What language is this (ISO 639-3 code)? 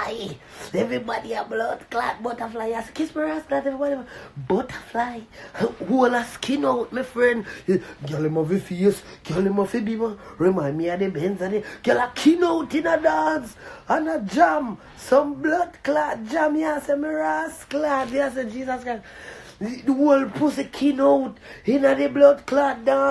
jam